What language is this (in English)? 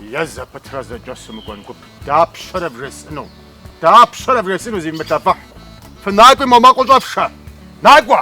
Kabardian